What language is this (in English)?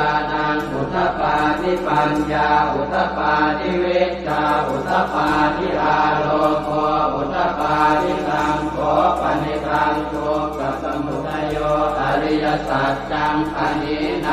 Pali